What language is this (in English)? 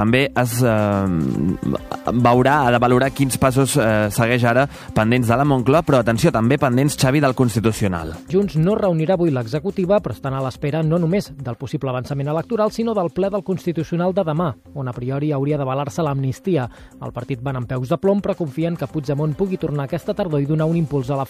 Catalan